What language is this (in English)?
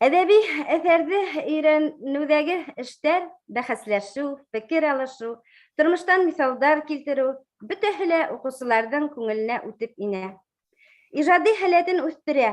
Bashkir